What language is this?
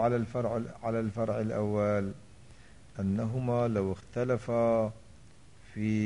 Arabic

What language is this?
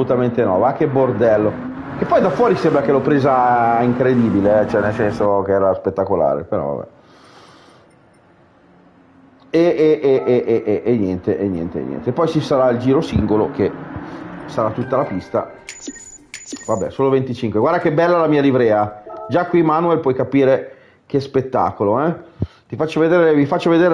Italian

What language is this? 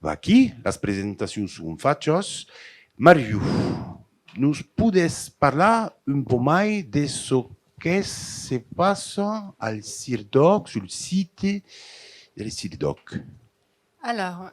Occitan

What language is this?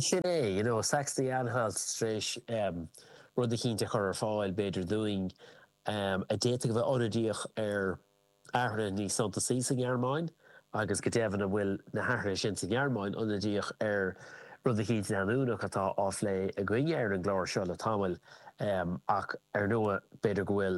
Irish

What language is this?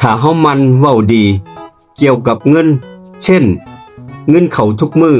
Northeastern Thai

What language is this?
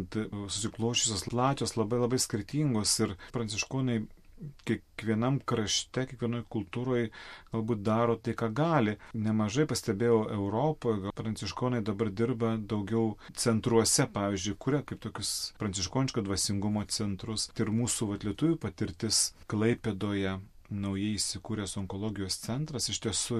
Lithuanian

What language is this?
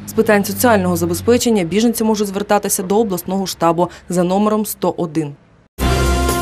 Ukrainian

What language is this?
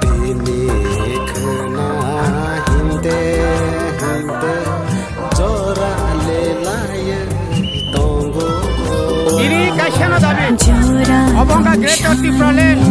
Kok Borok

